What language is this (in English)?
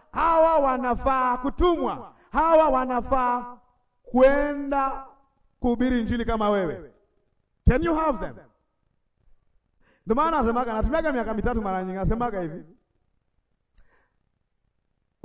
Swahili